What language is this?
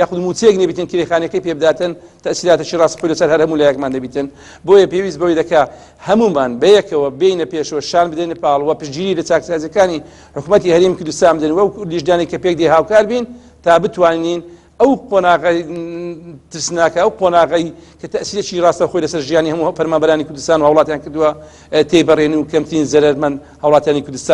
Central Kurdish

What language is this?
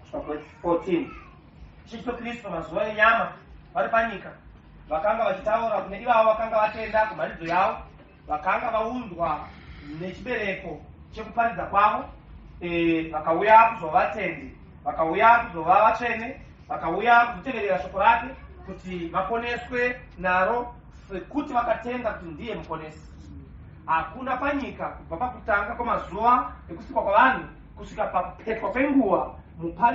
Shona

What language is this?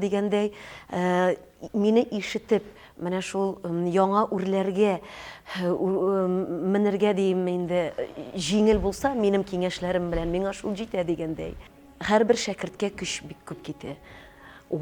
Tatar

